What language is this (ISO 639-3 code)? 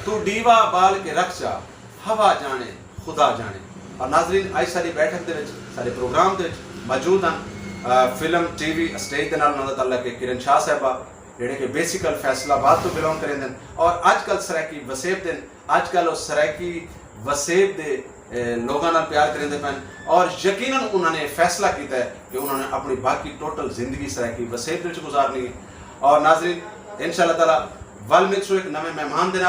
skr